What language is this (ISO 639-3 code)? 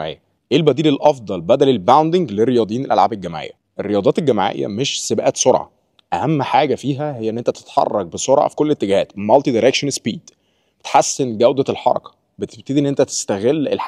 arz